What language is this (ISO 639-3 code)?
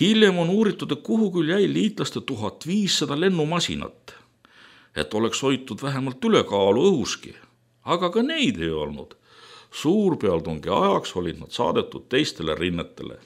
est